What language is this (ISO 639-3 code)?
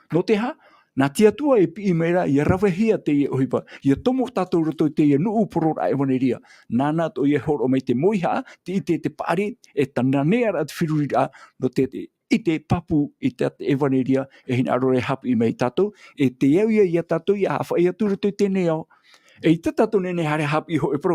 tah